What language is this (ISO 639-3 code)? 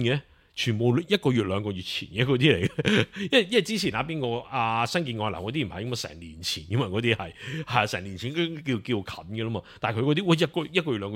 yue